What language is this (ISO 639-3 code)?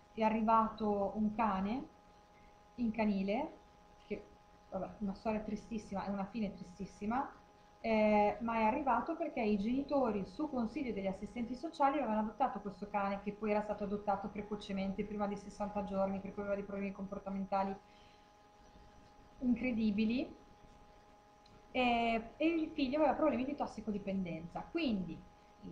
ita